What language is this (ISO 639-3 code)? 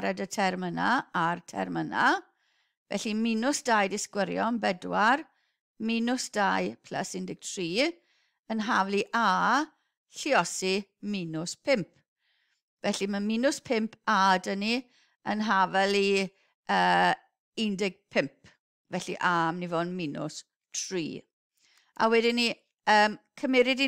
cym